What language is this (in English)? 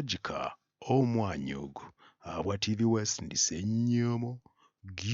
Nyankole